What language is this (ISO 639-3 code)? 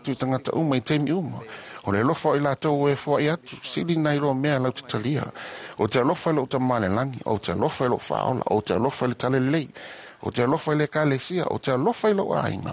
smo